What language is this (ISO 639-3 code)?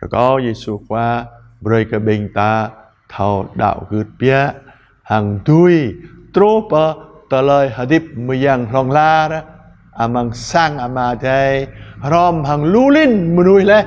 jra